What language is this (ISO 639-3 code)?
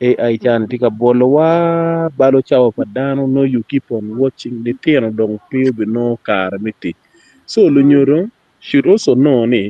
ach